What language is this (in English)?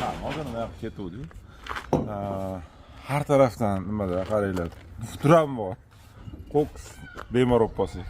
Uzbek